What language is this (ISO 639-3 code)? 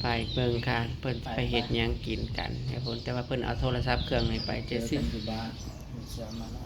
tts